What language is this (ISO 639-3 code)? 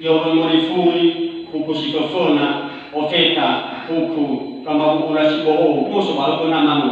nia